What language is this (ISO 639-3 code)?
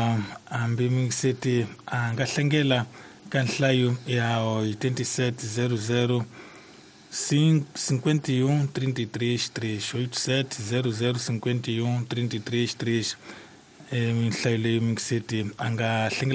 tso